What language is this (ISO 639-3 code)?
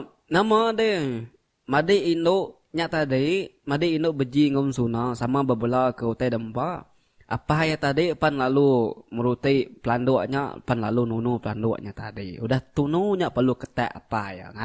iba